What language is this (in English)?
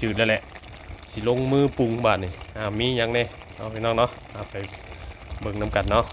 Northeastern Thai